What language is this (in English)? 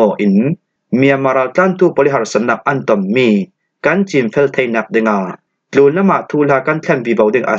Falam Chin